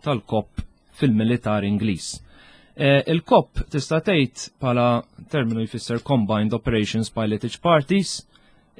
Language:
Maltese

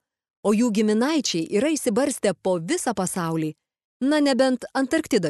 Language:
Lithuanian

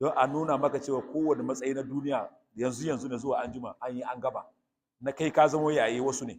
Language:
Hausa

